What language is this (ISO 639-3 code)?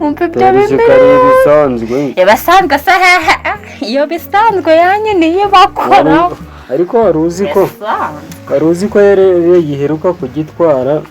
kin